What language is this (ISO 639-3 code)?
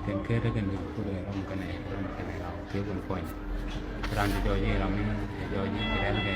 nus